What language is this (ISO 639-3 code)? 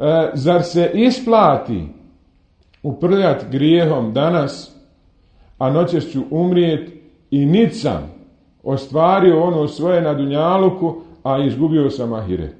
bos